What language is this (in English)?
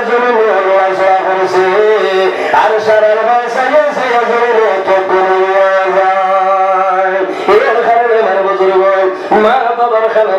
Sylheti